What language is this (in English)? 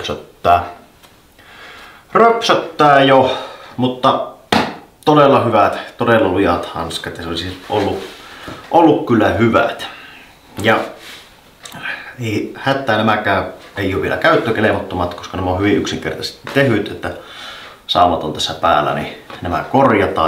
Finnish